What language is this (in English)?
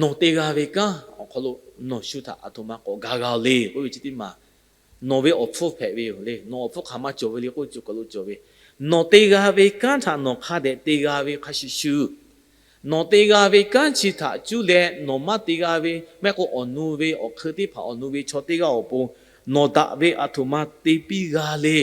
Lahu